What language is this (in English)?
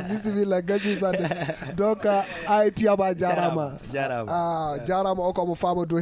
Fula